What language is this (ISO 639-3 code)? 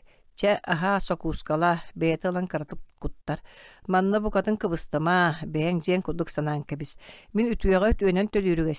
sah